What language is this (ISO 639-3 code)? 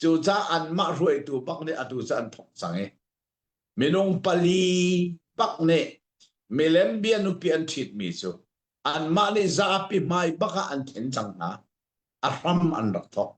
cnh